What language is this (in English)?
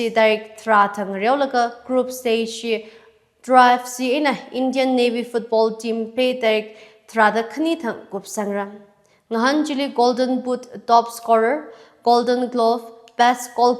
Tangkhul Naga (India)